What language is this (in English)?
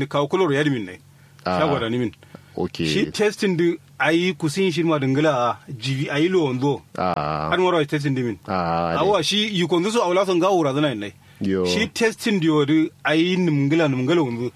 Kanuri